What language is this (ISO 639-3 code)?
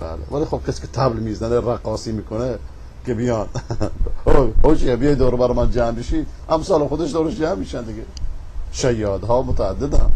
fas